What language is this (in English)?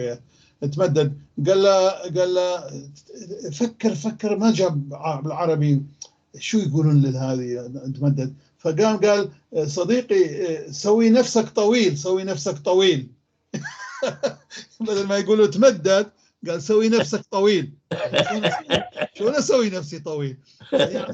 North Levantine Arabic